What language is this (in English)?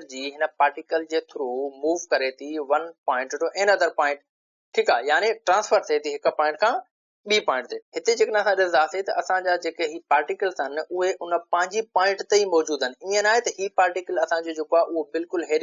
Sindhi